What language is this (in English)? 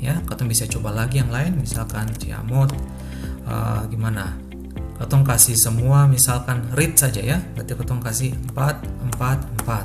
Ambonese Malay